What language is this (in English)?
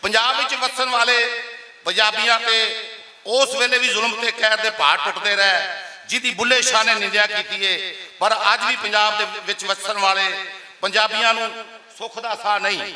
Western Panjabi